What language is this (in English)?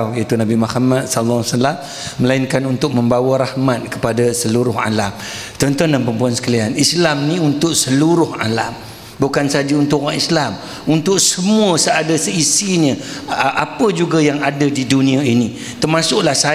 Malay